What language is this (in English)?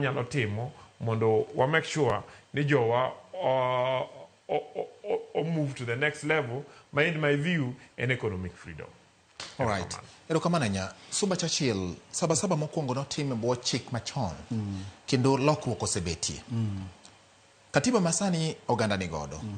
Luo (Kenya and Tanzania)